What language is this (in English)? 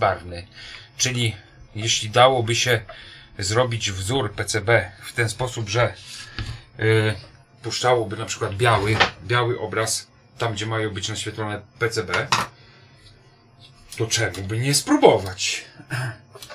Polish